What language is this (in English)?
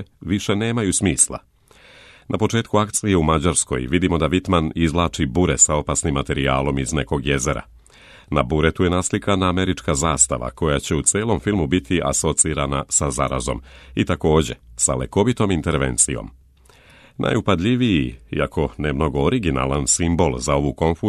Serbian